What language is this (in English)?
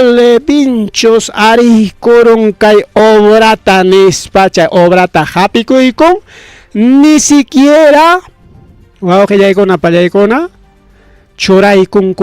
Ayacucho Quechua